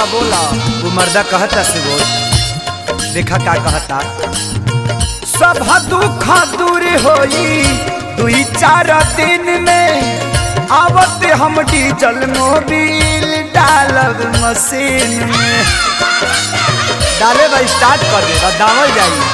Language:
Bhojpuri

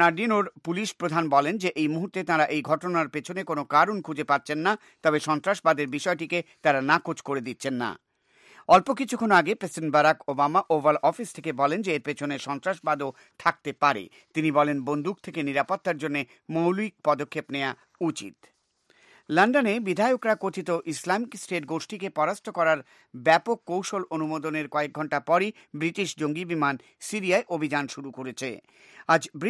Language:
Bangla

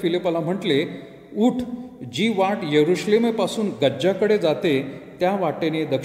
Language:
Marathi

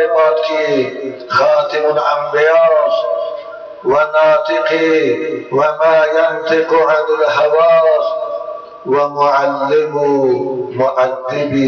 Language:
Tajik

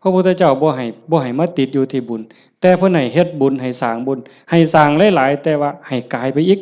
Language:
Northeastern Thai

